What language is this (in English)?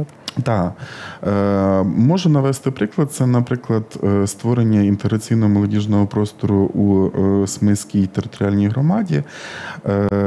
Ukrainian